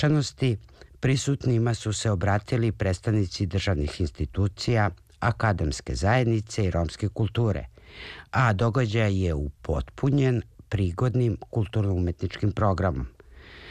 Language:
Serbian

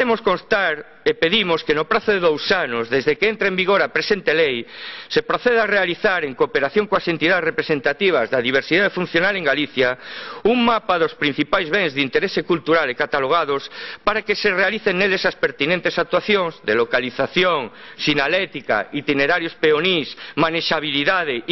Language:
Galician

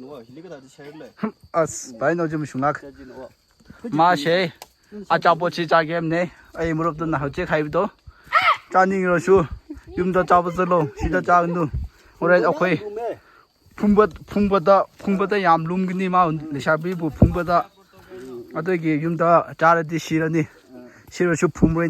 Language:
Tangkhul Naga (India)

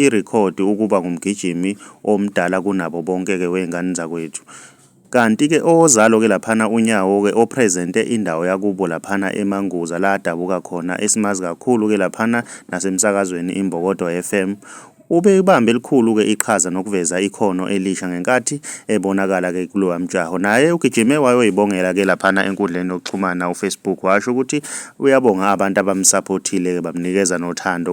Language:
Zulu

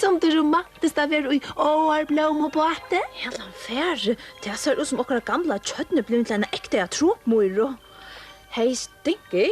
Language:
Faroese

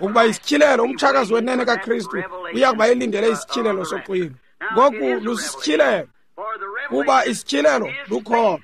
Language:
Xhosa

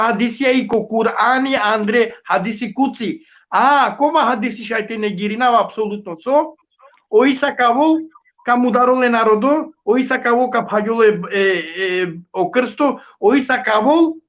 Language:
Balkan Romani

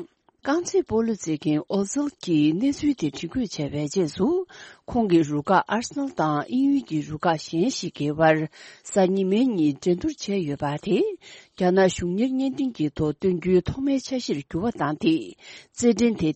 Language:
Tibetan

